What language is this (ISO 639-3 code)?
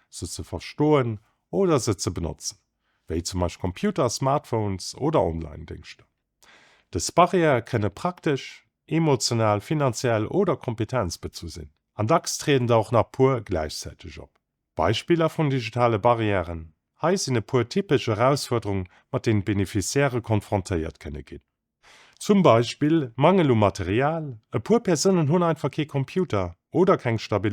ltz